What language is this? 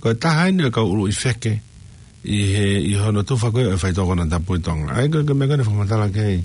Tongan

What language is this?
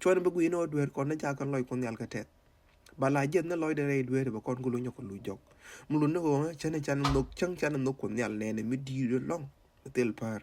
Nuer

